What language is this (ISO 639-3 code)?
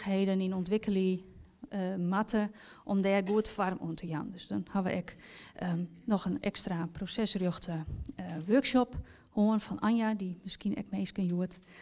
fry